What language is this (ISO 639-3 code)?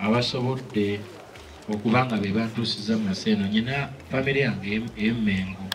lug